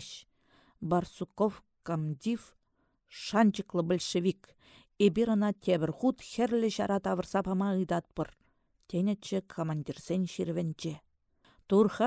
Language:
Chuvash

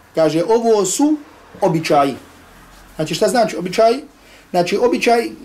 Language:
Bosnian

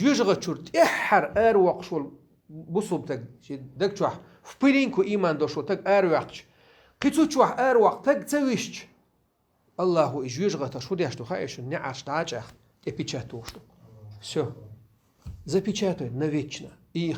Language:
Chechen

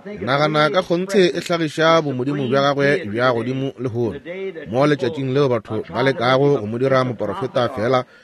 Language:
Northern Sotho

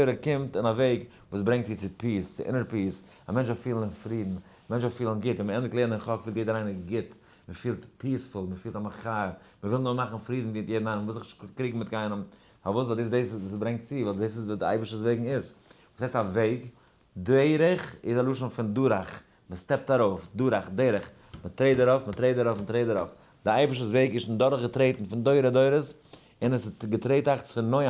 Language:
Yiddish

